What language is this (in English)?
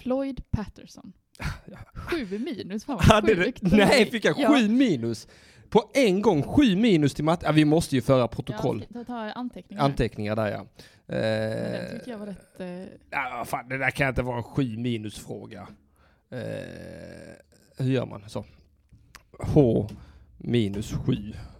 Swedish